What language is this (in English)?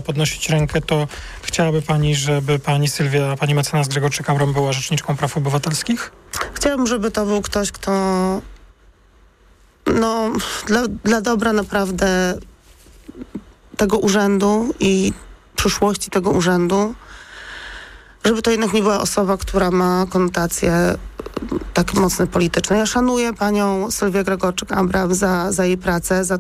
Polish